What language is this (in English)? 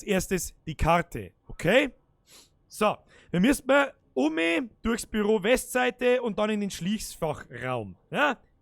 Bavarian